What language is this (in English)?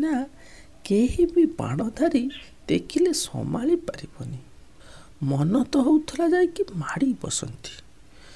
Odia